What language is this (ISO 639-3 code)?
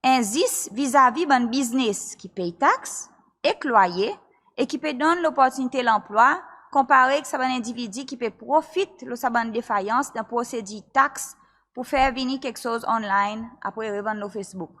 crs